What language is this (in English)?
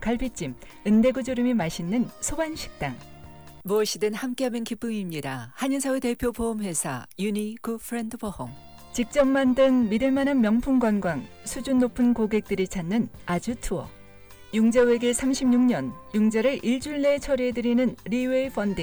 Korean